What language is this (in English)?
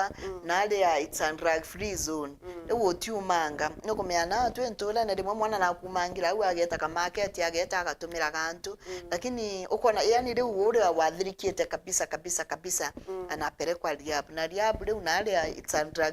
Meru